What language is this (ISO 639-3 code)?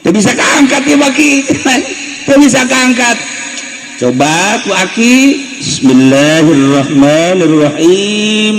sun